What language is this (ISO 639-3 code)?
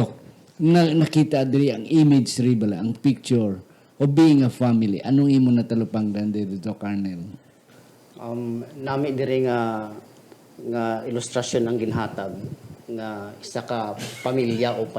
hil